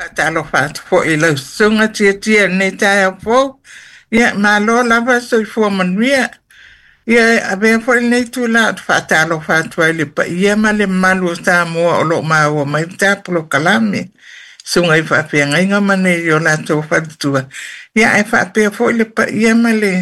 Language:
Samoan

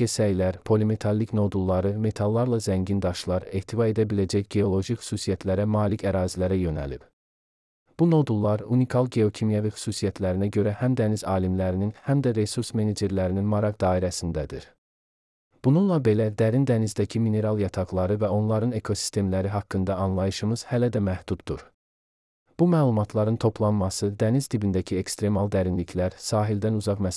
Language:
Azerbaijani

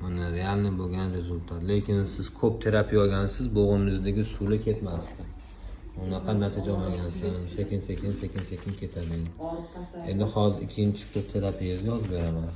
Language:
Uzbek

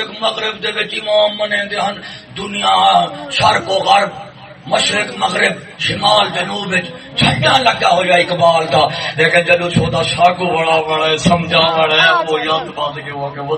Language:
Saraiki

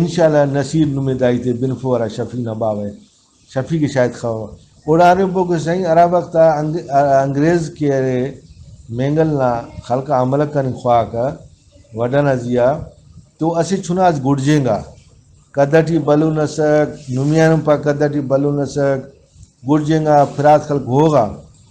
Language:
Brahui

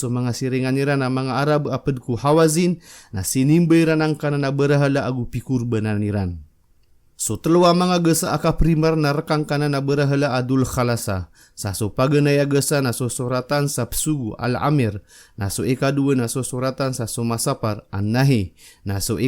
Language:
Maranao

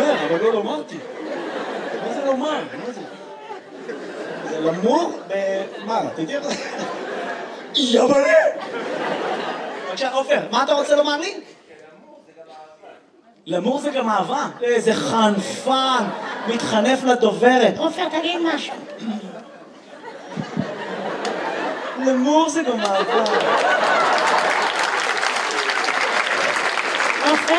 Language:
Hebrew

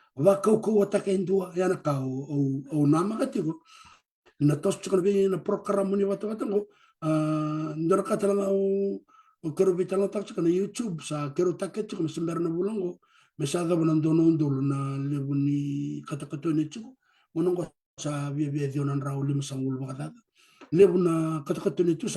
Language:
Fijian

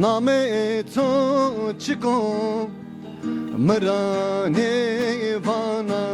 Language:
Zaza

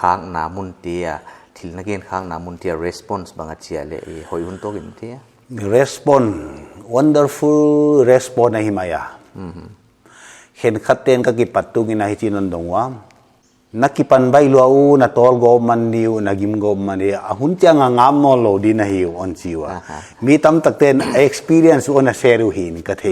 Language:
Paite Chin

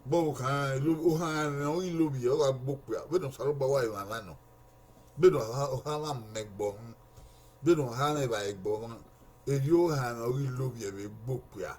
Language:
Bini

